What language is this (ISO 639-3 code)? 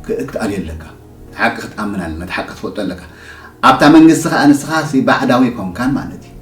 tir